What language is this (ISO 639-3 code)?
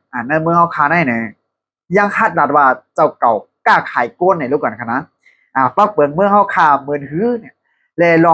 shn